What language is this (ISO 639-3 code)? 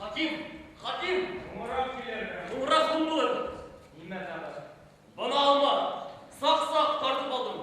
bak